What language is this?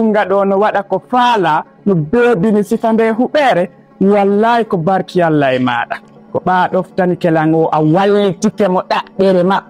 Fula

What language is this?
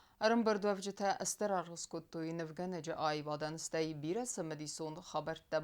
Ossetic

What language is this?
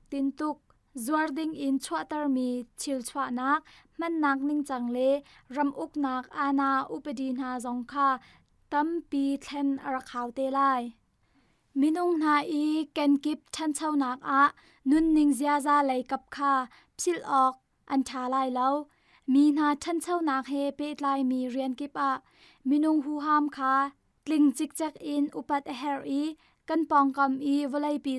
Hakha Chin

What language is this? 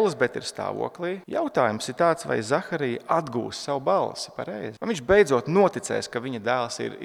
Latvian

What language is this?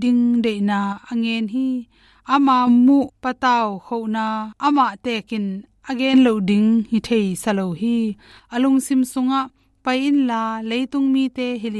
Tedim Chin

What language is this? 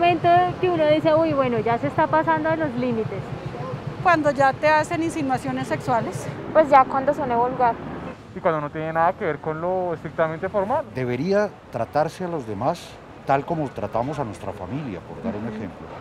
Spanish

